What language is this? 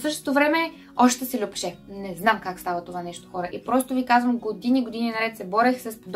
Bulgarian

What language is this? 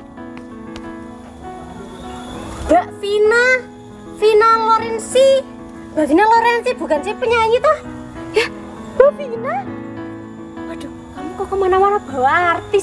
Indonesian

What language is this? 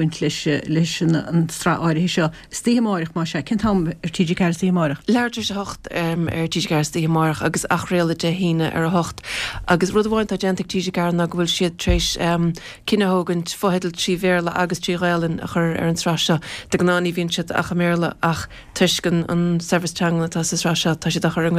Irish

